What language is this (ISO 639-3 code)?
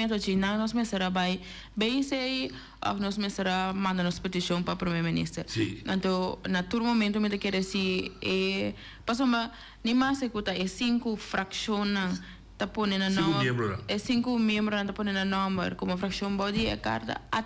pap